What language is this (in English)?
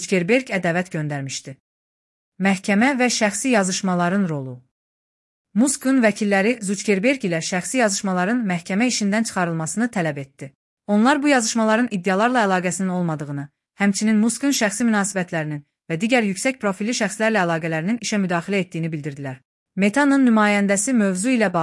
Azerbaijani